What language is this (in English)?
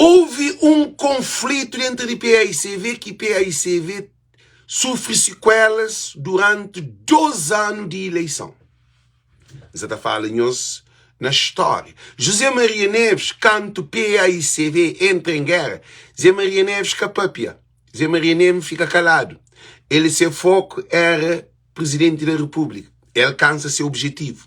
Kabuverdianu